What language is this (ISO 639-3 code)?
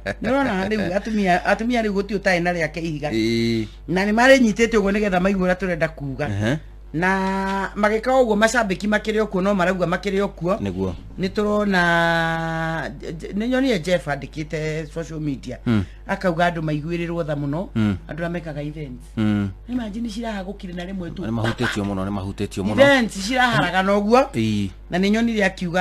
kik